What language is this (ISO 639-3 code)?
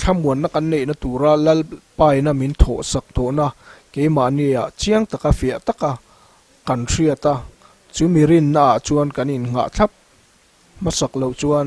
lus